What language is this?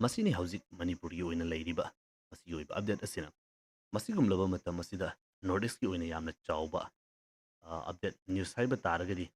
Manipuri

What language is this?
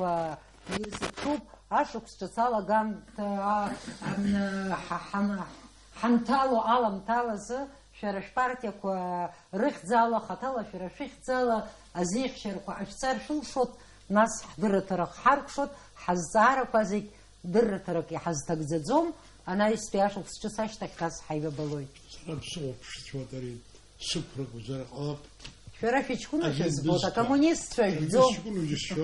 Abkhazian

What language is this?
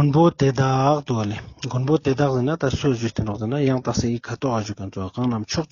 Ladakhi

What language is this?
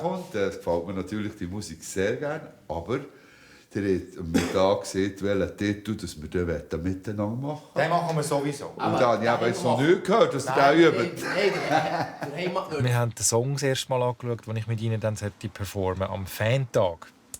Swiss German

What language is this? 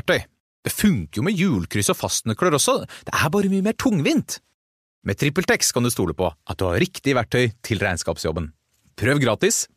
Norwegian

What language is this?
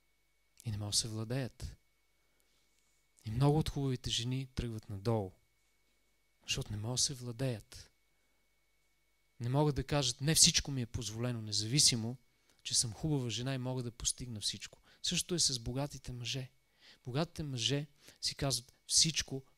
Bulgarian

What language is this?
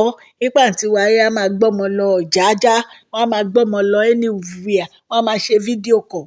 Yoruba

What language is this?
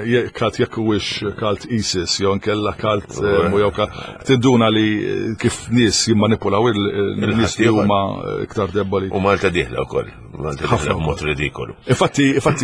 Maltese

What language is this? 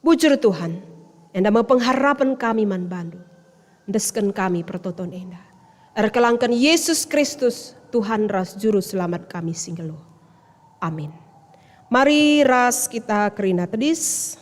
Batak Karo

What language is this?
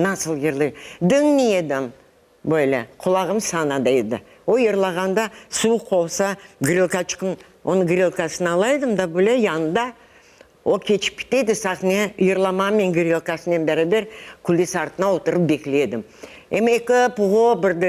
Crimean Tatar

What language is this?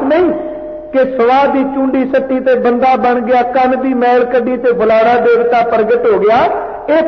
Punjabi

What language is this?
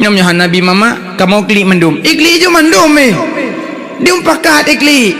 Achinese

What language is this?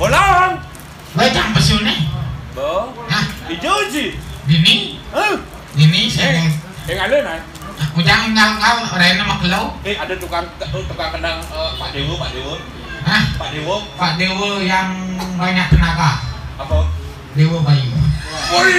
Balinese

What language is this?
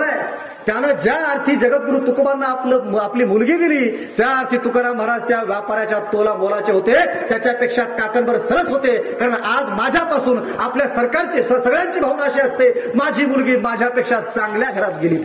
Marathi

